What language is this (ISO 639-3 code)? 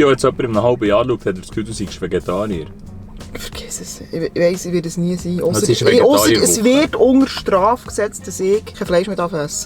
gsw